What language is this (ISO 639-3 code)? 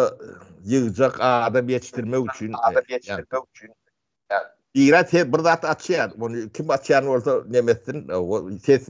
tuk